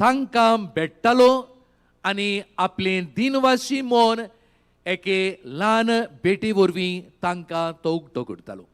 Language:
Konkani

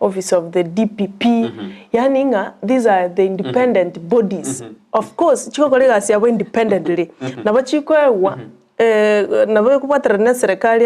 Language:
Gusii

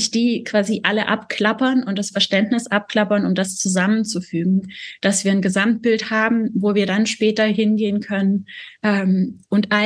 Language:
German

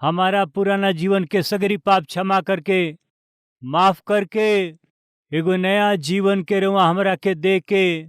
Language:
Bhojpuri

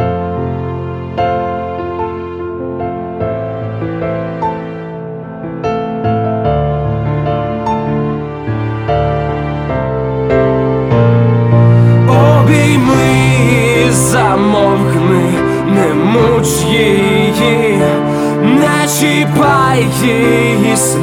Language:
Ukrainian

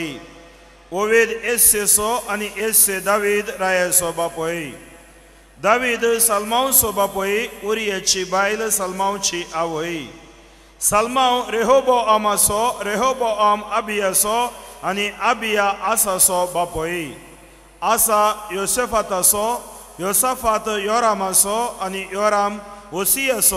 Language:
Konkani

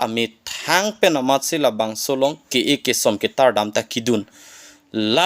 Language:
Karbi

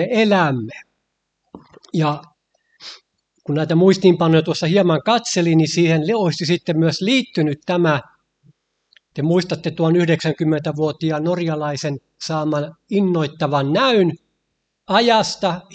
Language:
Finnish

